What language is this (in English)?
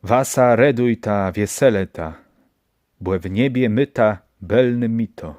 Kashubian